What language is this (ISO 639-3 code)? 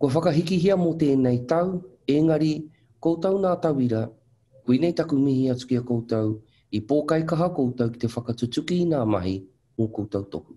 mri